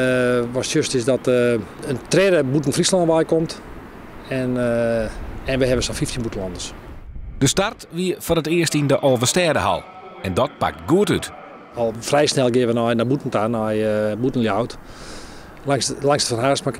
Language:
Western Frisian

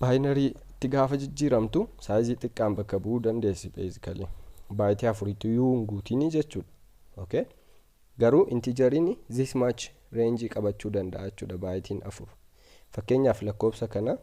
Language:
Oromo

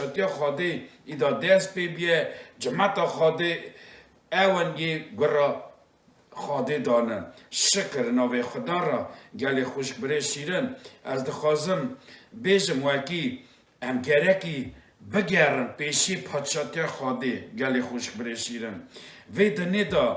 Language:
Kurdish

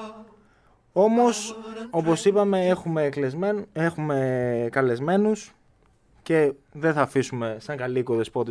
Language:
Greek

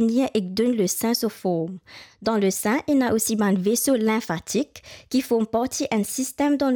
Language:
Morisyen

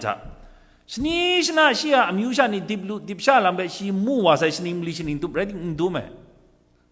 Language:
Kachin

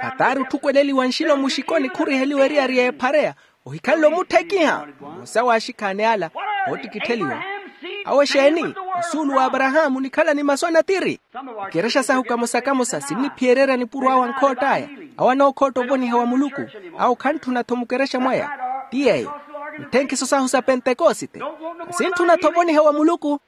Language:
Makhuwa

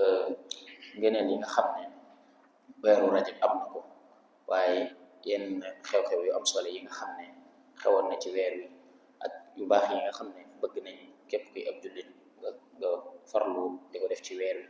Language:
Wolof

